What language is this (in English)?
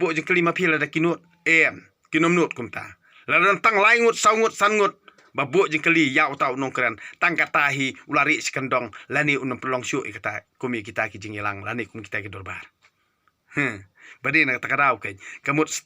Khasi